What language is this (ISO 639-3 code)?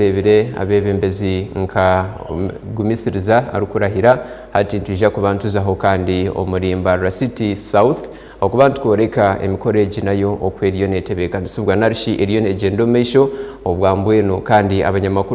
nyn